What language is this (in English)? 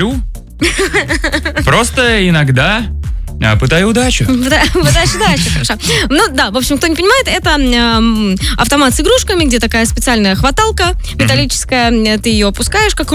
Russian